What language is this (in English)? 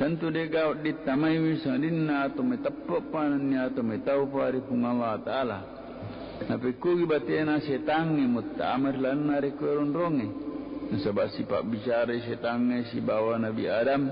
Buginese